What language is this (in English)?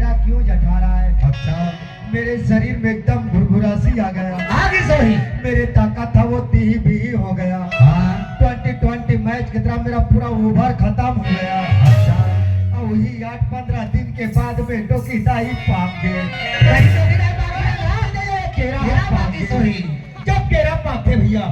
Chhattisgarhi